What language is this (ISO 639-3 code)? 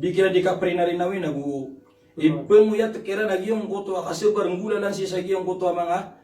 mrw